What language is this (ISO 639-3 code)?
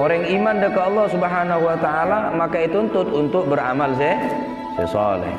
mad